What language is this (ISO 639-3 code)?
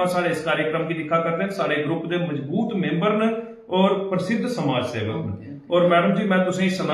doi